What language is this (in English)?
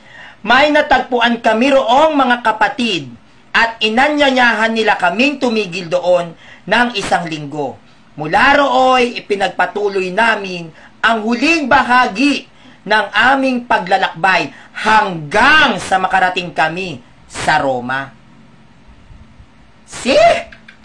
Filipino